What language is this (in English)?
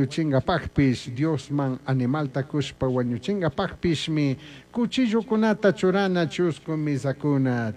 Chimborazo Highland Quichua